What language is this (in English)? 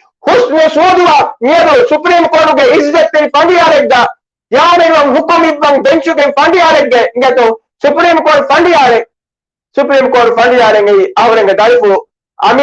Divehi